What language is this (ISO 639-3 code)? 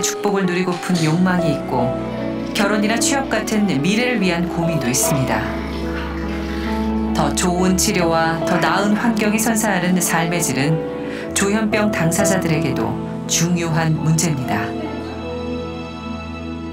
kor